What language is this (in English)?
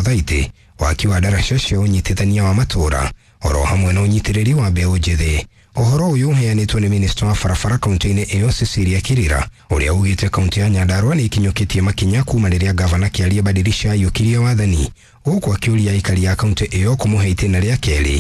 Kikuyu